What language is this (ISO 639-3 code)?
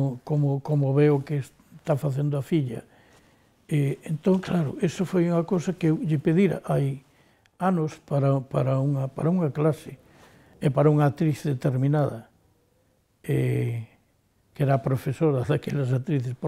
glg